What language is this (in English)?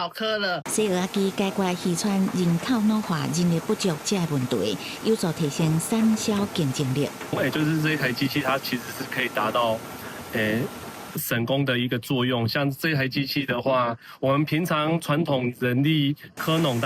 Min Nan Chinese